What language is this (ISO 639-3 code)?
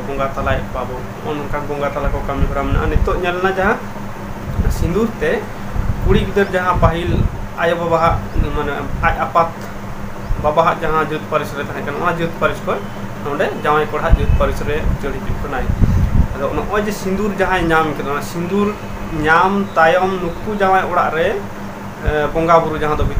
sat